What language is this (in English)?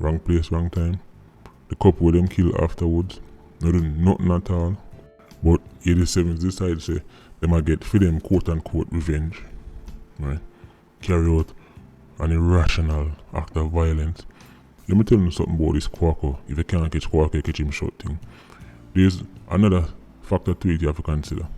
Jamaican Creole English